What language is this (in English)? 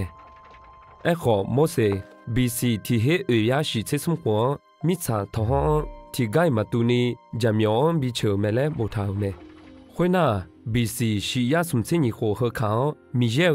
Akha